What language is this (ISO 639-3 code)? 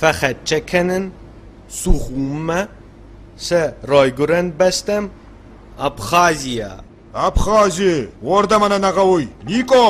oss